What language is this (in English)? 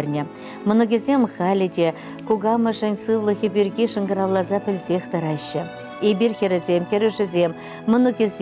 Chuvash